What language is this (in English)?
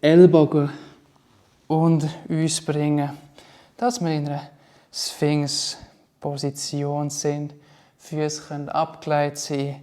Swiss German